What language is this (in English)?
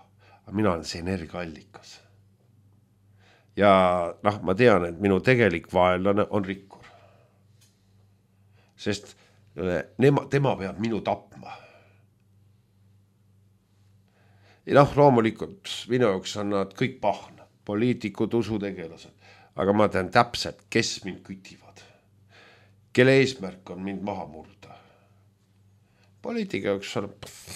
Estonian